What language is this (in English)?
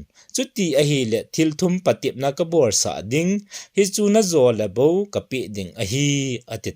Thado Chin